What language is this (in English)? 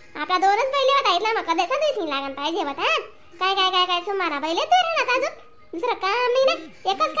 Khandesi